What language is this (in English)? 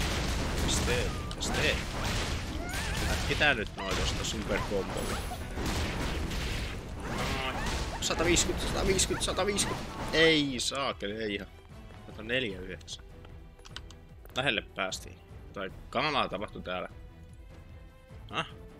Finnish